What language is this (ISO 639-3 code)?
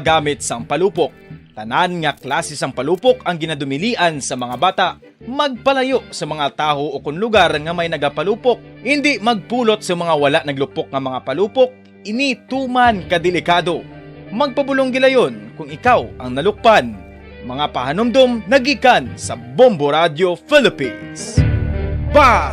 hil